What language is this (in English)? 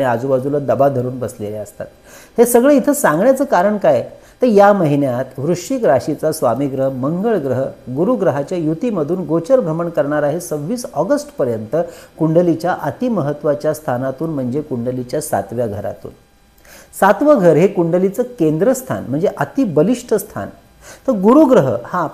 Marathi